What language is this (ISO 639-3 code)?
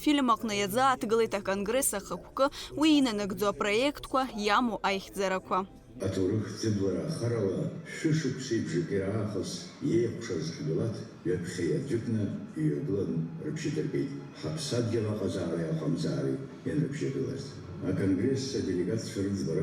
abk